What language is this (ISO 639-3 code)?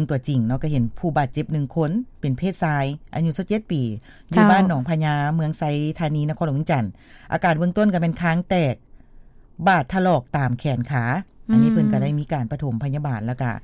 lao